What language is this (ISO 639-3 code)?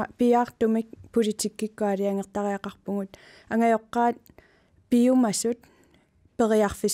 kal